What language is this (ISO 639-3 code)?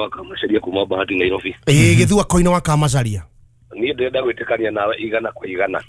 kik